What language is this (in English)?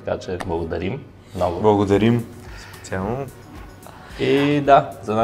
Bulgarian